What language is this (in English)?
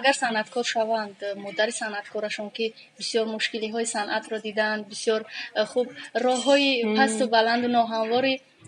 Tajik